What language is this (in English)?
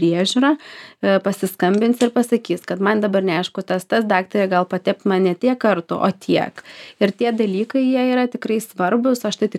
Lithuanian